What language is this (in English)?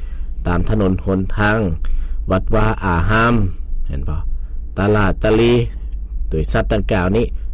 Lao